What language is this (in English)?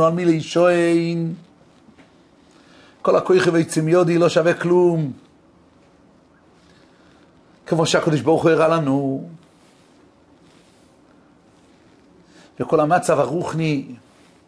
Hebrew